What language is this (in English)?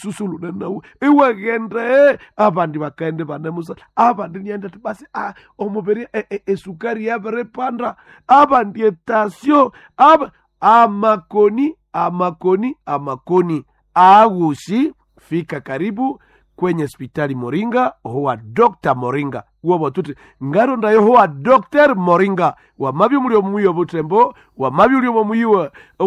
Nande